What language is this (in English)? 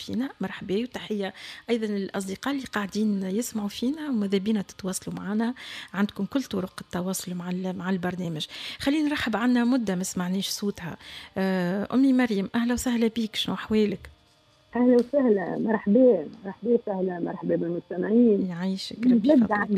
Tunisian Arabic